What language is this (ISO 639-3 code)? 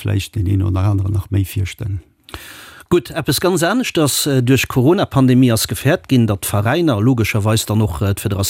ltz